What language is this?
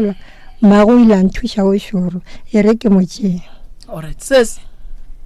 Northern Sotho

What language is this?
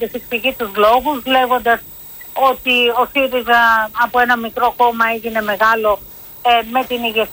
Greek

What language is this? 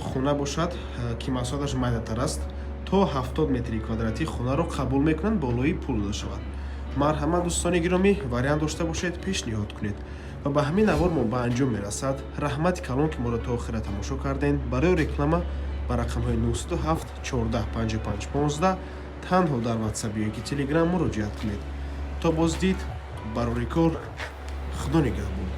Tajik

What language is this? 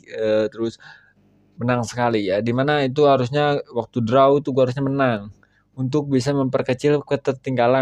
Indonesian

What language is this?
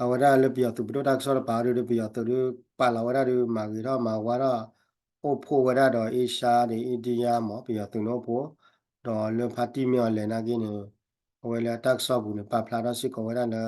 S'gaw Karen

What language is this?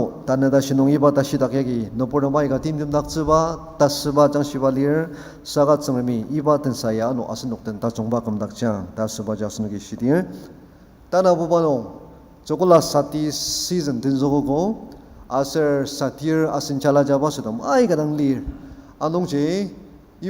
Ao Naga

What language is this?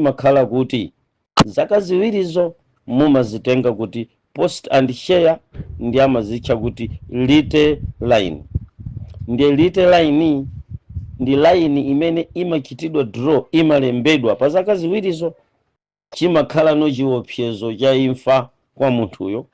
Nyanja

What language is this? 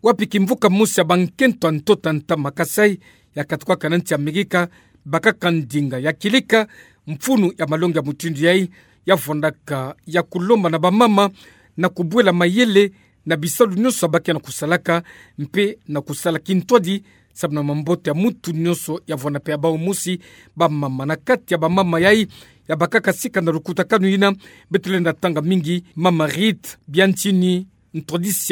Kituba (Democratic Republic of Congo)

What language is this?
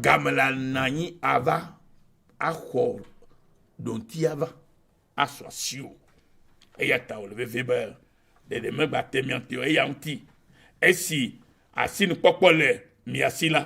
Ewe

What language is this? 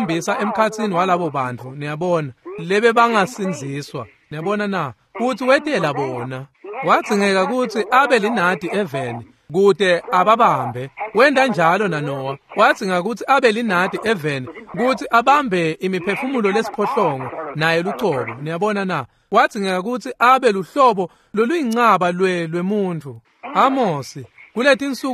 Swati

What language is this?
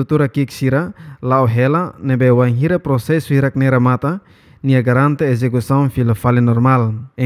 Tetum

